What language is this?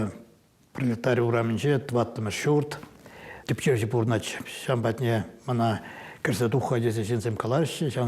Chuvash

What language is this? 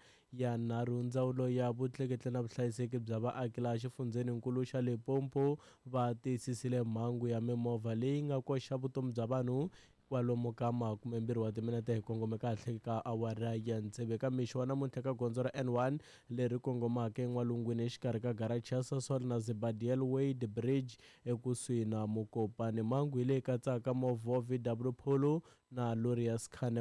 Tsonga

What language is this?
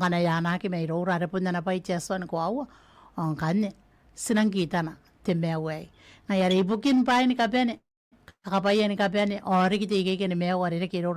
Gilbertese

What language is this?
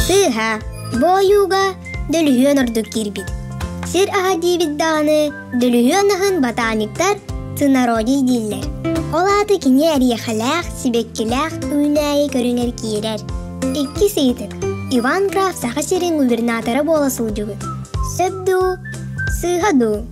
Yakut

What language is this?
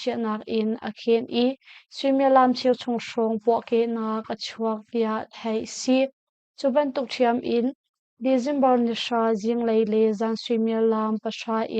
Hakha Chin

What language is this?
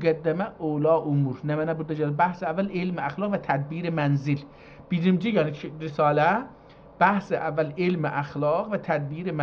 South Azerbaijani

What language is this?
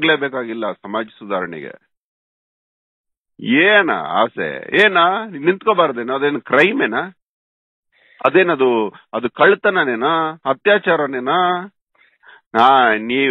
Kannada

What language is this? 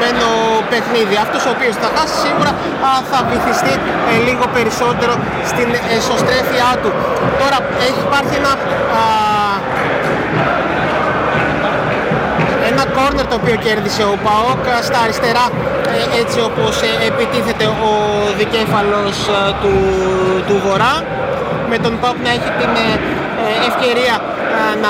Greek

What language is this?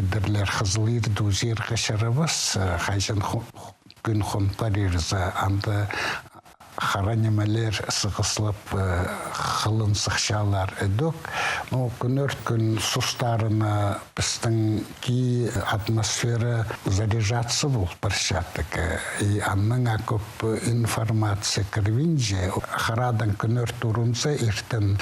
Khakas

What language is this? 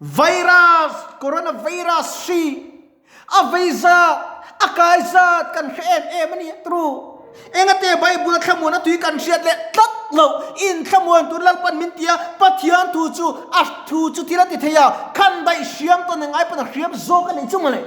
Mizo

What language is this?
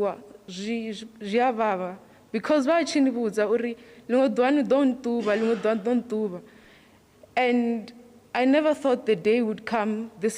Venda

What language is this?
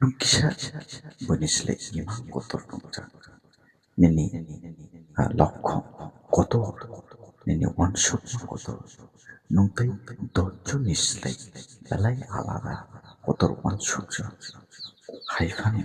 Kok Borok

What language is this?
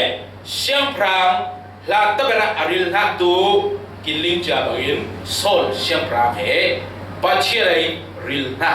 Falam Chin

